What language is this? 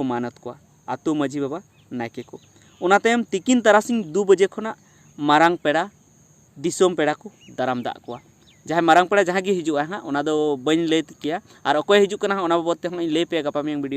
Santali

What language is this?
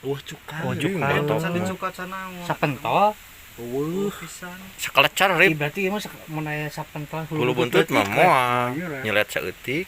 Sundanese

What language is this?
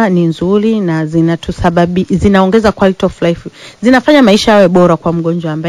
Swahili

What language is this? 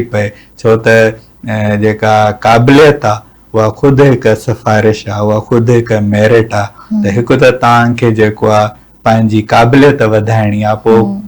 Sindhi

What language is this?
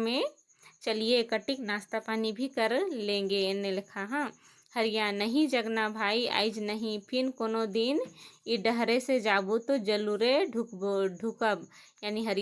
Kurukh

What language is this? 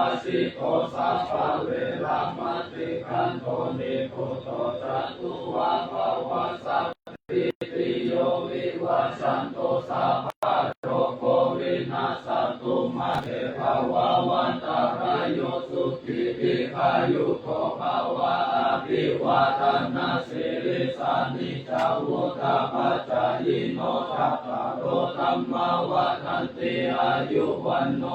Pali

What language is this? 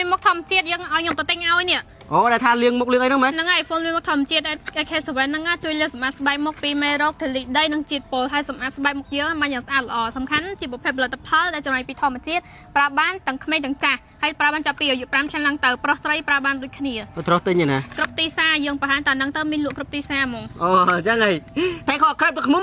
Khmer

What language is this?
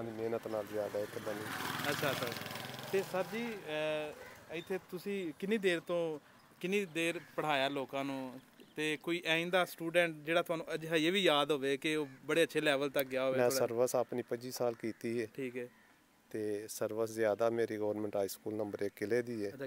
Punjabi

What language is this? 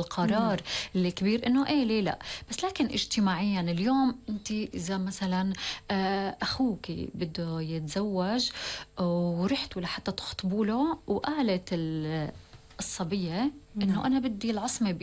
North Levantine Arabic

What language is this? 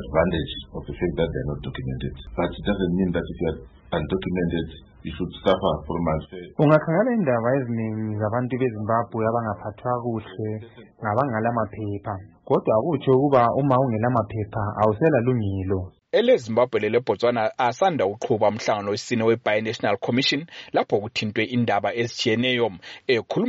North Ndebele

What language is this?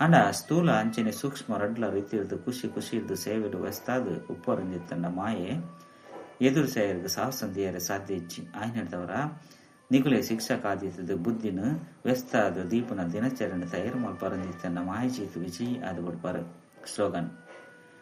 Tulu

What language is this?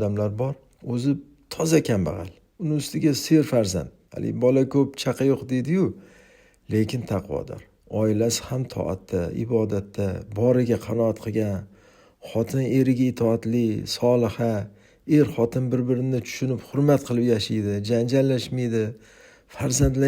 Uzbek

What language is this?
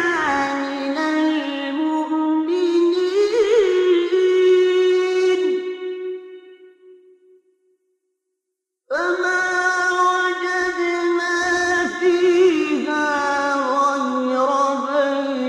Arabic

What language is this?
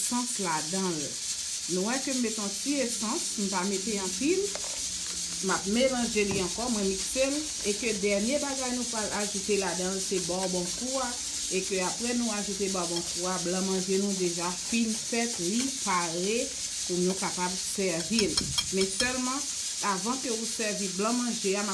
Haitian Creole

